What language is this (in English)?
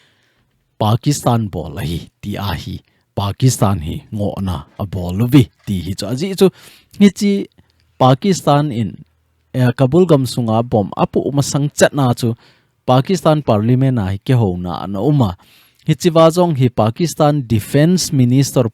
Thado Chin